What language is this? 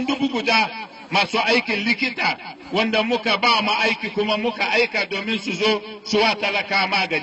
Hausa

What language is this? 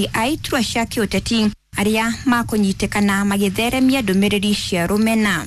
Kikuyu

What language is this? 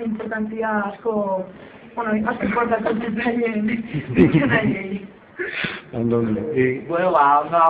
Basque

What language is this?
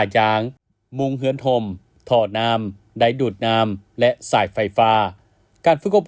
Lao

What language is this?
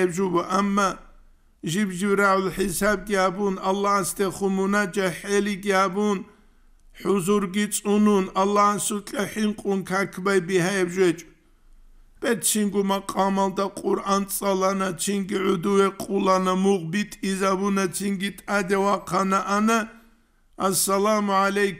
Avaric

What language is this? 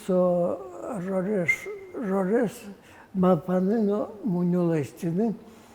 Udmurt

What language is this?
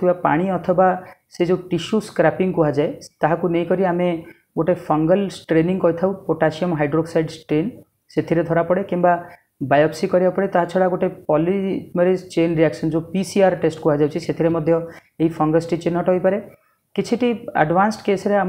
Odia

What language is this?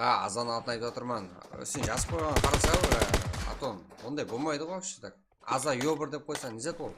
Kara-Kalpak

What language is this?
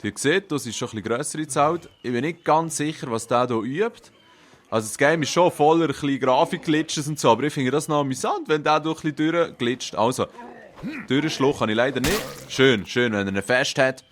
Swiss German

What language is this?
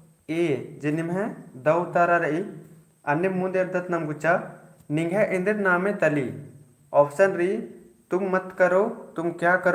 Kurukh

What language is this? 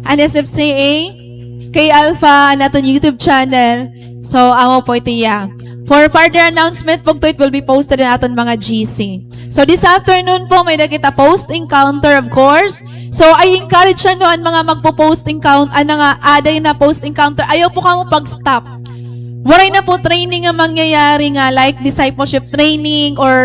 Waray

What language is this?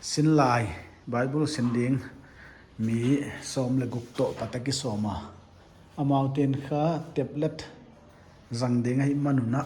Paite Chin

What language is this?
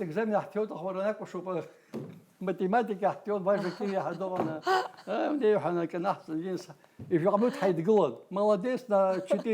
Abkhazian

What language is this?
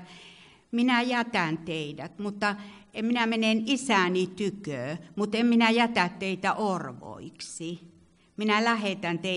Finnish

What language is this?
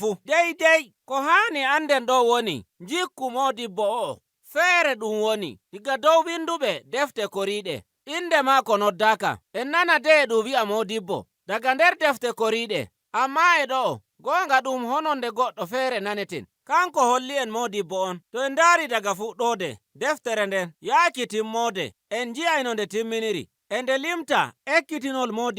Nigerian Fulfulde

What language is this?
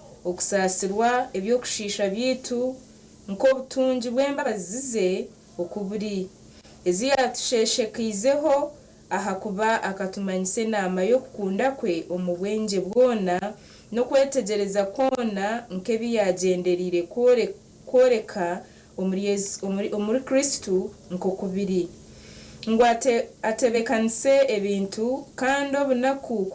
Nyankole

